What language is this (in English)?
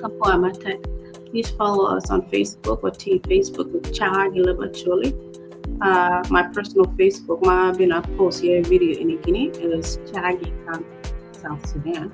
Acoli